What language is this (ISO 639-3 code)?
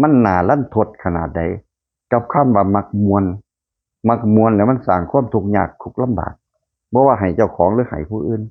lao